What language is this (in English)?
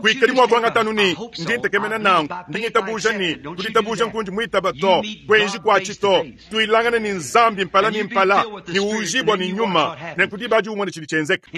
Luba-Lulua